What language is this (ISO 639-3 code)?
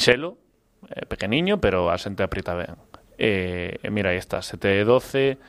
glg